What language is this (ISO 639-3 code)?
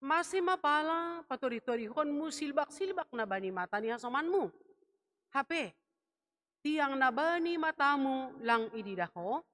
bts